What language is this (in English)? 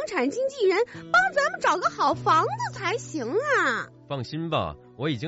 Chinese